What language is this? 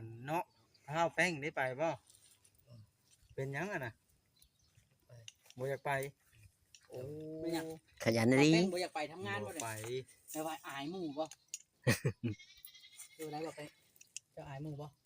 Northeastern Thai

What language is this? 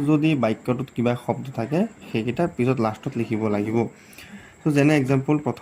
Assamese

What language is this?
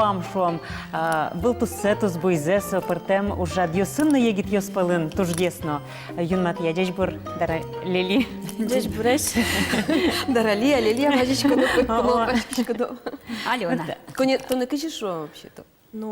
Udmurt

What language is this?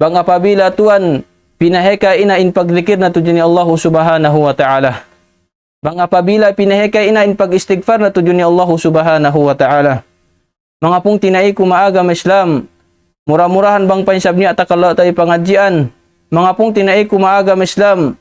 Tausug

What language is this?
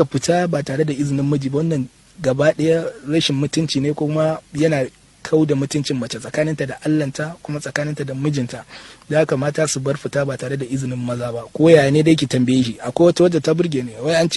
Hausa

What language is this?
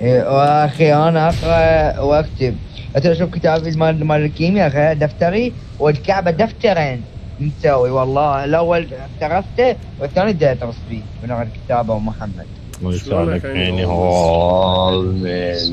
Mesopotamian Arabic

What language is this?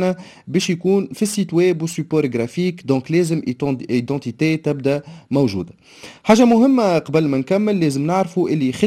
Tunisian Arabic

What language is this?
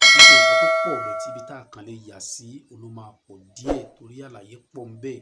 Yoruba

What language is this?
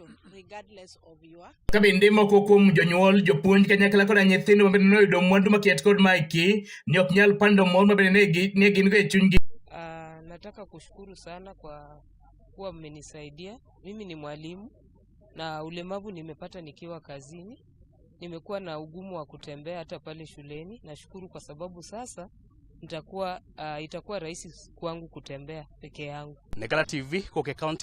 Luo (Kenya and Tanzania)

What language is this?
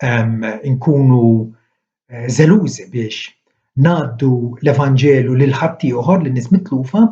Maltese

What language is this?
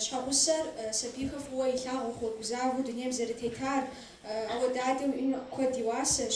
Kabardian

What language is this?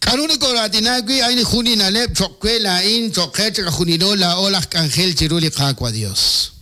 Kekchí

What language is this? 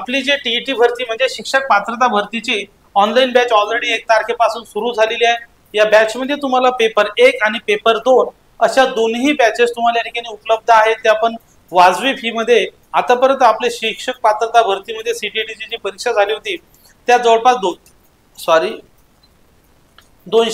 Marathi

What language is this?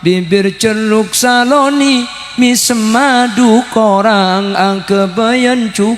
Madurese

